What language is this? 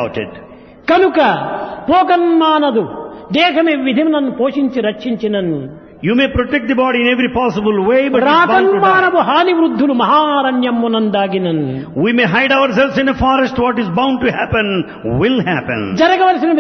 Telugu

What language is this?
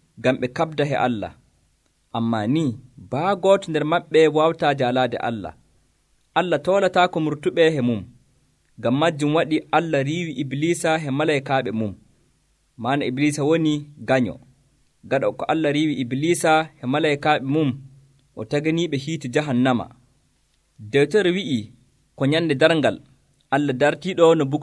Nigerian Fulfulde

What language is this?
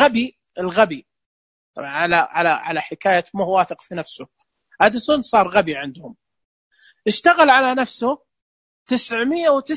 Najdi Arabic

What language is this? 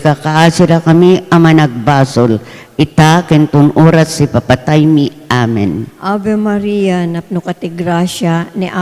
Iloko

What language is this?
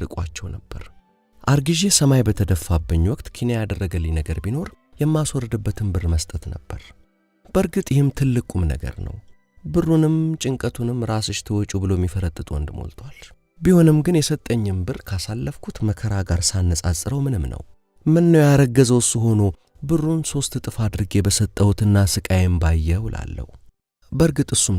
Amharic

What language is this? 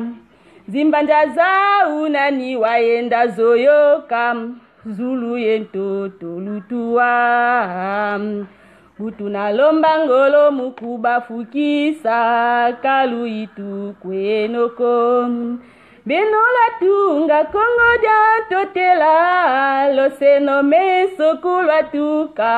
Lingala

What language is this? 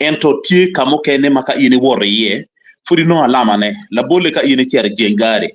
Acoli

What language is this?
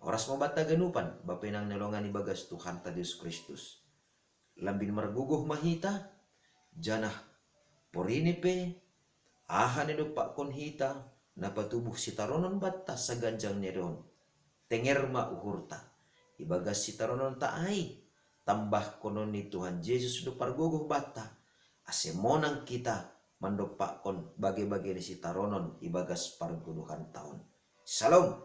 Batak Simalungun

